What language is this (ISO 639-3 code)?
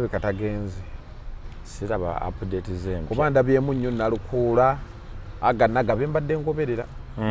lug